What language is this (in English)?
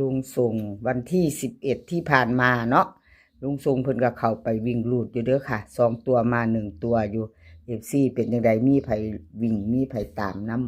Northeastern Thai